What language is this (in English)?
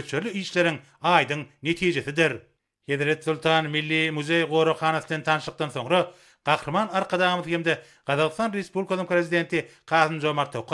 Turkmen